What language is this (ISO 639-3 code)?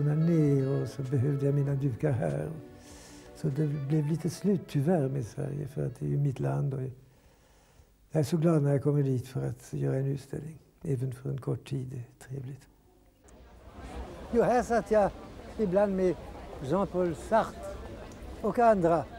swe